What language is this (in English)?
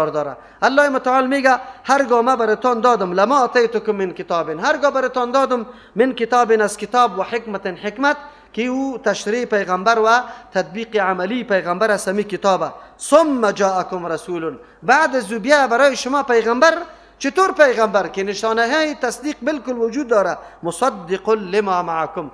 Persian